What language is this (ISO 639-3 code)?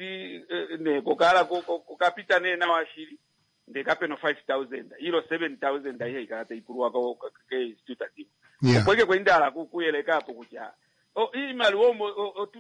kua